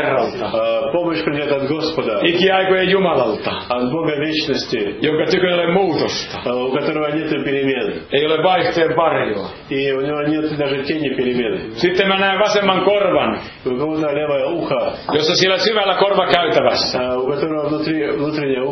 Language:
Finnish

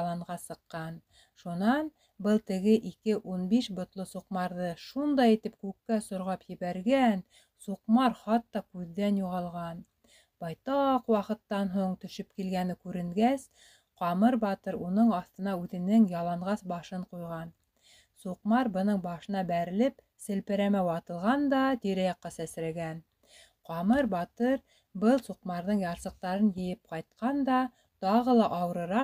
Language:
Bashkir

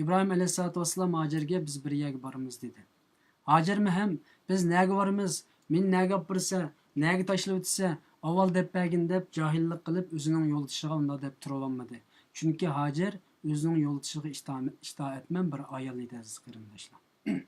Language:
Uyghur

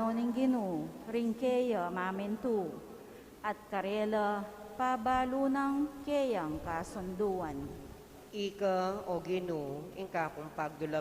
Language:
Pampanga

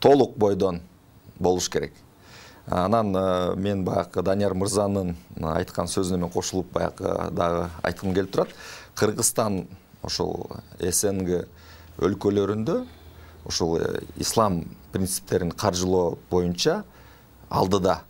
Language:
Kyrgyz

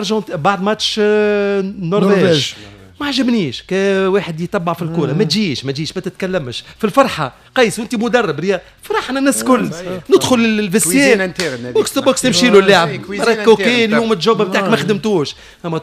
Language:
Tunisian Arabic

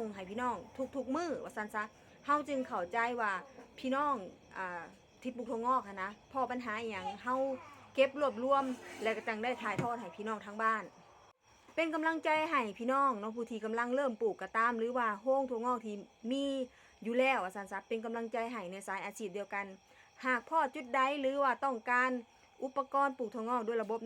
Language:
Northeastern Thai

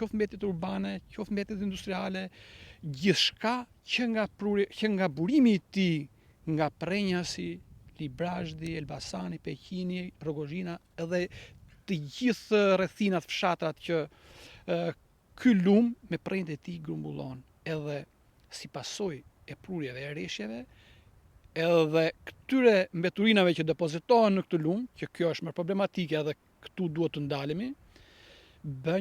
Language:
Albanian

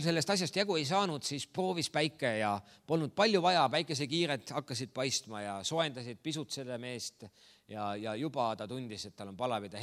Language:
Estonian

